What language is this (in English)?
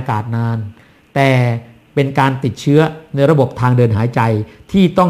Thai